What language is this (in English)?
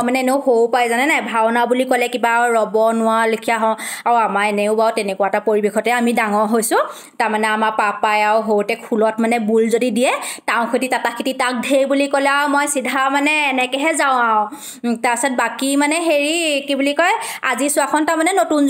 Assamese